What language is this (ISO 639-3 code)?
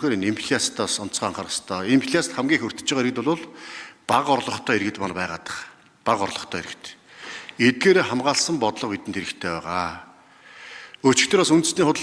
mon